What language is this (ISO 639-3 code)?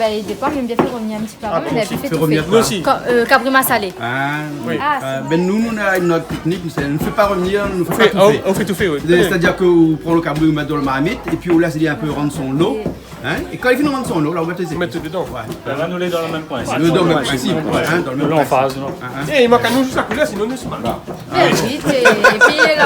rcf